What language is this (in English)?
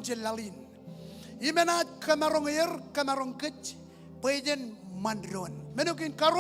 Marshallese